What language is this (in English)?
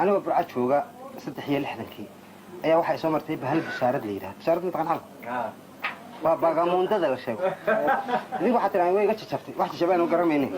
Somali